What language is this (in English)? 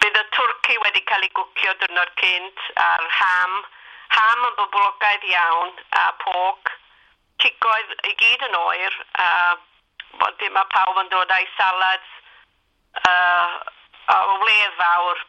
Welsh